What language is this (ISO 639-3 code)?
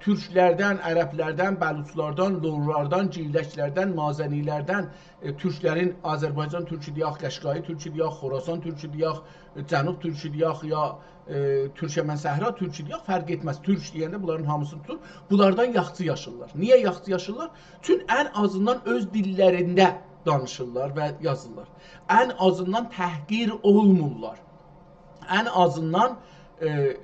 azb